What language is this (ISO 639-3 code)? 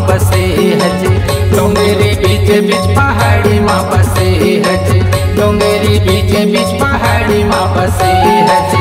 hne